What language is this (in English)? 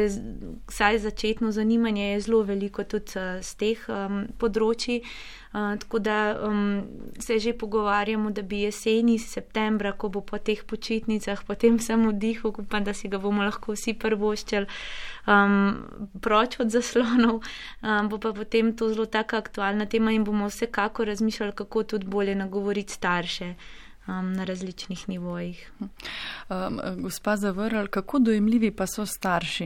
Slovenian